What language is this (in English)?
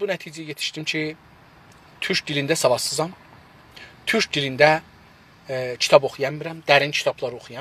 South Azerbaijani